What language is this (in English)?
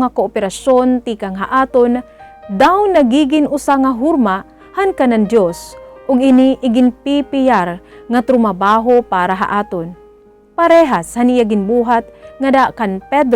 Waray